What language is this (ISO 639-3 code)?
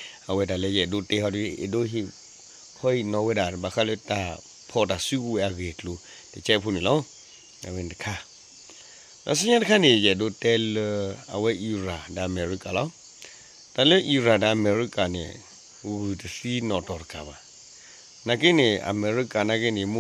ksw